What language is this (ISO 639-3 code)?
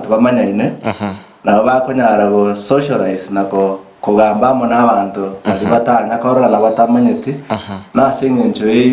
guz